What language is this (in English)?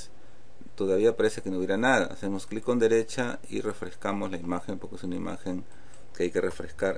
Spanish